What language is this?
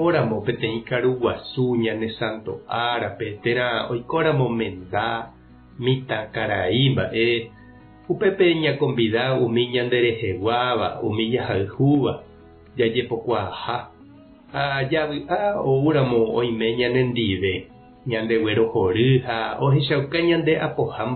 Guarani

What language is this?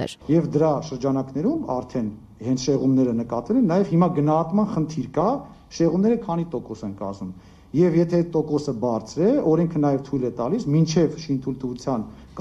Armenian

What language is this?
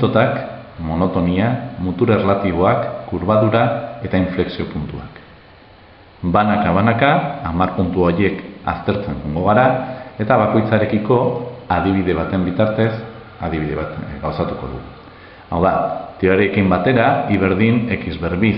Basque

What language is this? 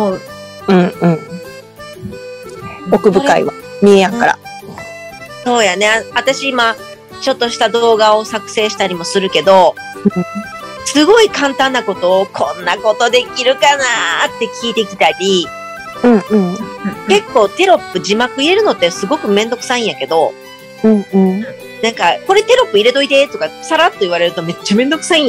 Japanese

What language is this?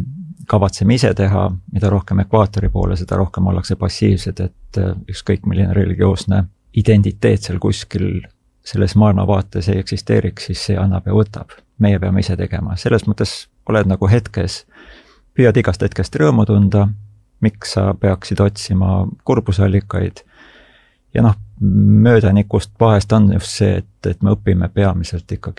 Estonian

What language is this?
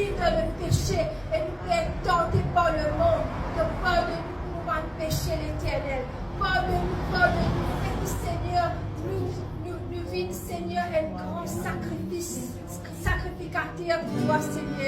Morisyen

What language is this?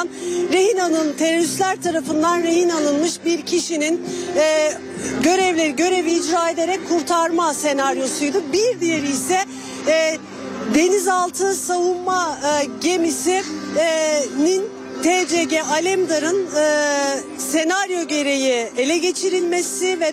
Turkish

